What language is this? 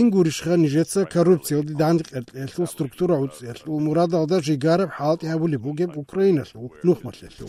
Avaric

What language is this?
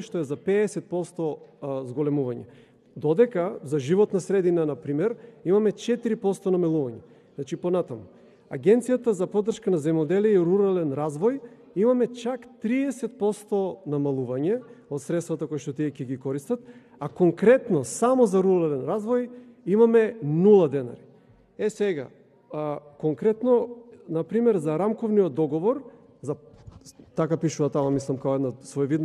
Macedonian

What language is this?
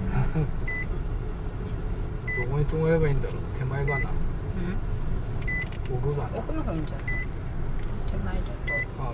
Japanese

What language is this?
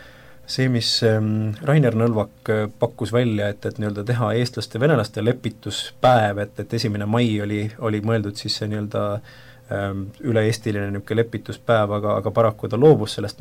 Estonian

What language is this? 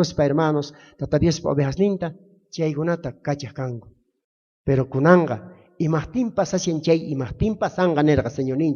South Bolivian Quechua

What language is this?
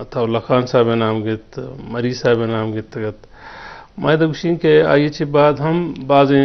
Eastern Balochi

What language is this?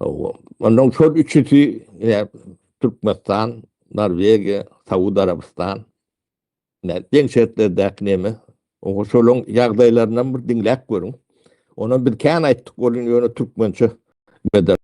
Turkmen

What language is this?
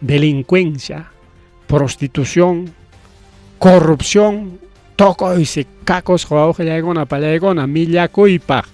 Ayacucho Quechua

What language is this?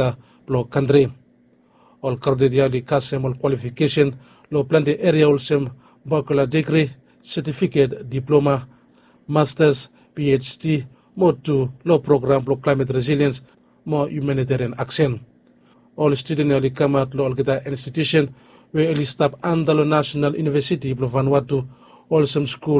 Bislama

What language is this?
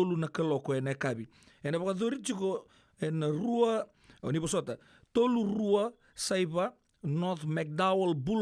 Fijian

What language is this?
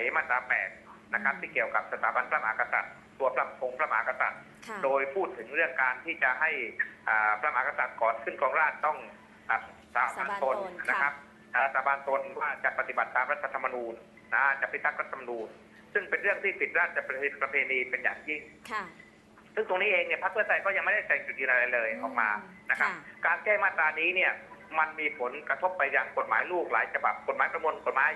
Thai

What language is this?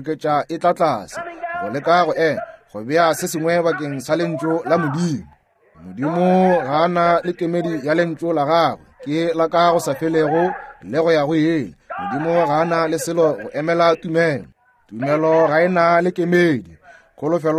Northern Sotho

